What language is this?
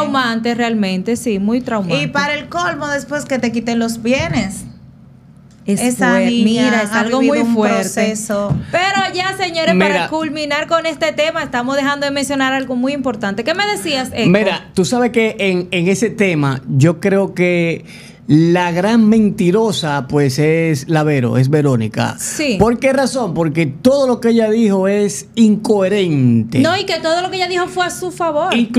Spanish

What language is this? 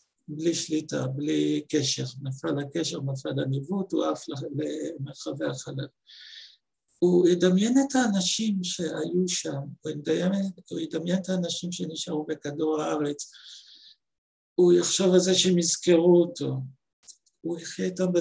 Hebrew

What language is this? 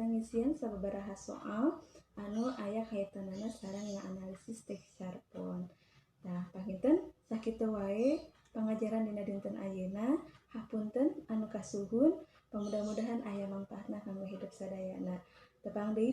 Sundanese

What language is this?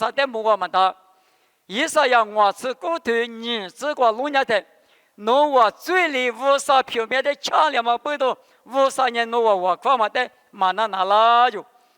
Lisu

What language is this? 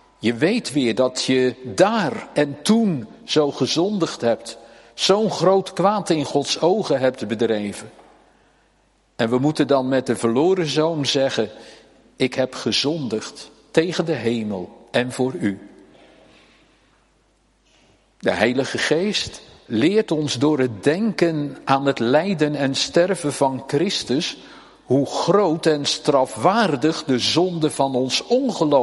Dutch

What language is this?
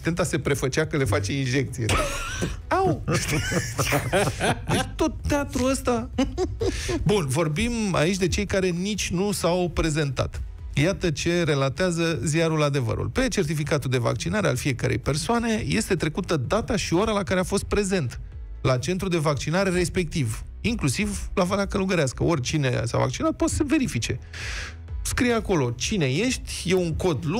Romanian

